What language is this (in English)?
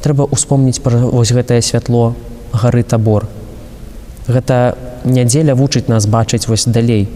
Belarusian